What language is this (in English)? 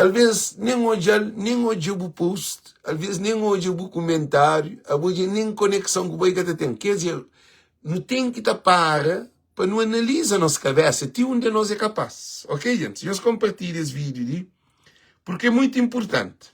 Kabuverdianu